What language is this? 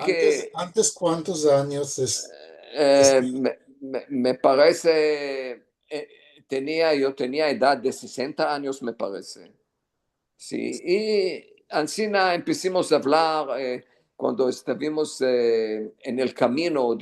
Ladino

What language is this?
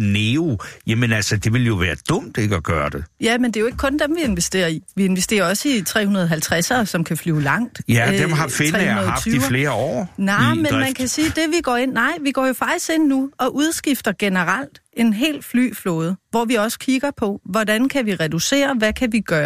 Danish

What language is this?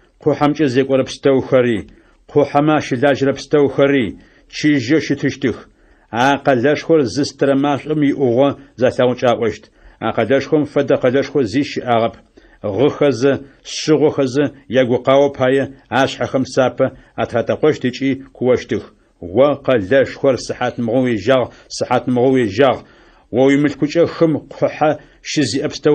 Adyghe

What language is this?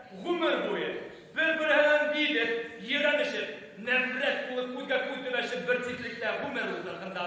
Bashkir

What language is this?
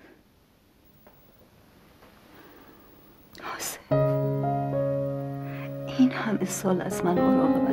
Persian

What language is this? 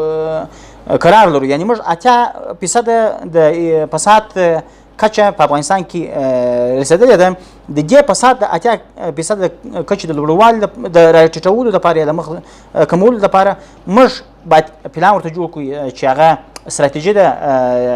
Pashto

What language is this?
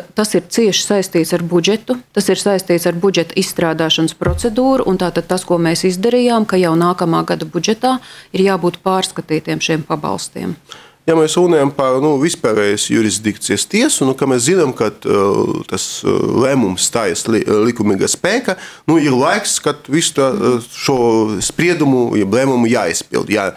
Latvian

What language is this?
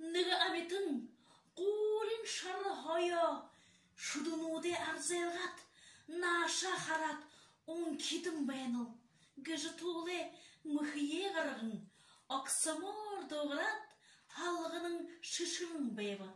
Buriat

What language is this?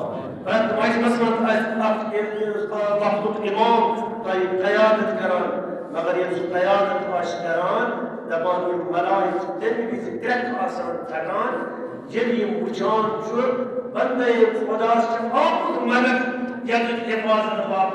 Kashmiri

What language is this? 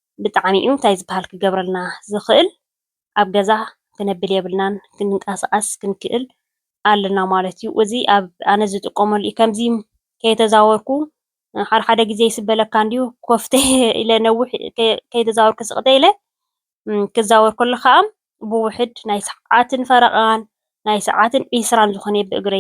Tigrinya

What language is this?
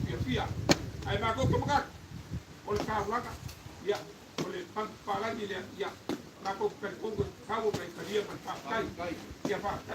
Samoan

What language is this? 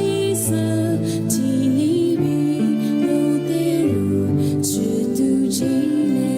Lisu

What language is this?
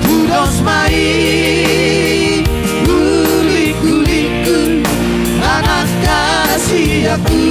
Batak Toba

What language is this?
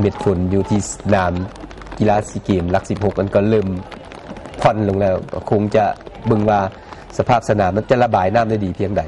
Lao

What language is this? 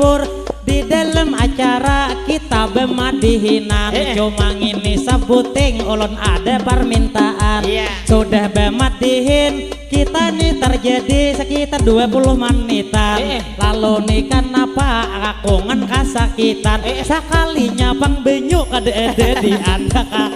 Banjar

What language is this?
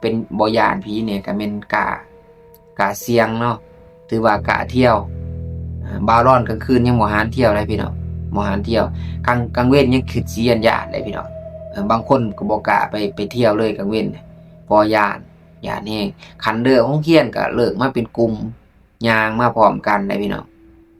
Lao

